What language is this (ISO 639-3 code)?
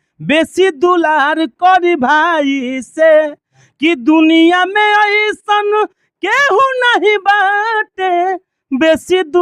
bho